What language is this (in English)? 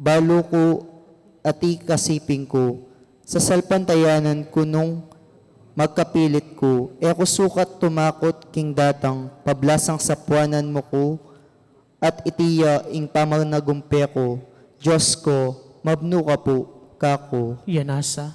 Pampanga